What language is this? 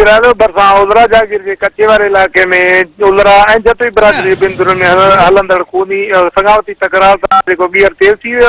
Sindhi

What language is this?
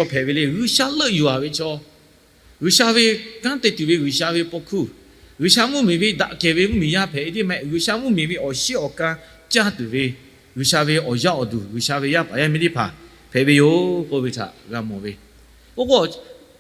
Lahu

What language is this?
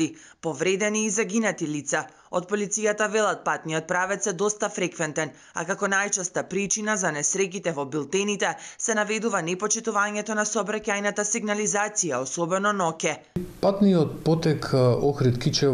Macedonian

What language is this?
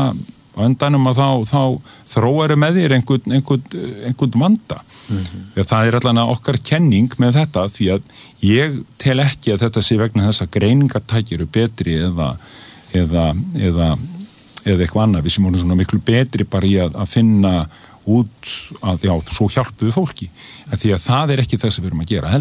Icelandic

